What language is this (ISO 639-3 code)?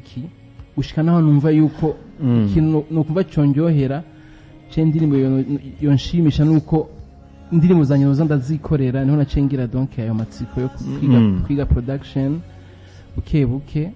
run